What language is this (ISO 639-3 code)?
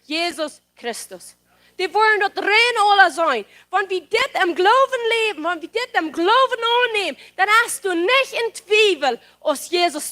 pdt